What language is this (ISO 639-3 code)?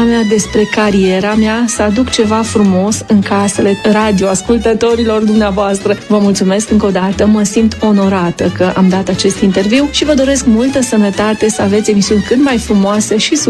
ron